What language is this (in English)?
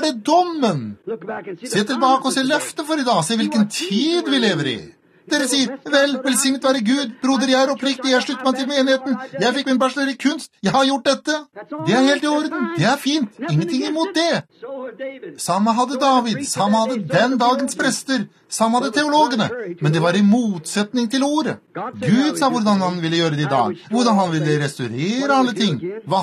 Norwegian